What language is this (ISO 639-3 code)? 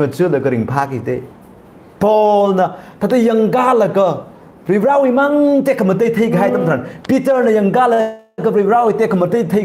nmf